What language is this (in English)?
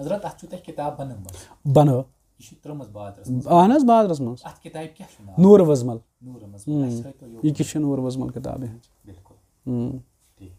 Kashmiri